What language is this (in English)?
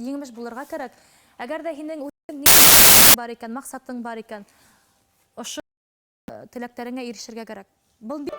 Bashkir